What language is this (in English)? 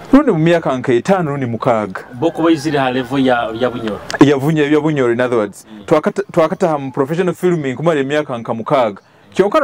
Nyoro